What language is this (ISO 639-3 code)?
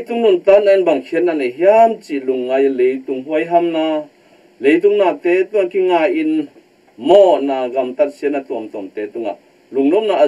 ctd